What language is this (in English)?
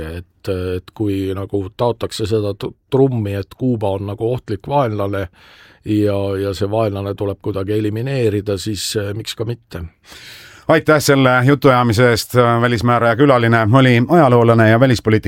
Estonian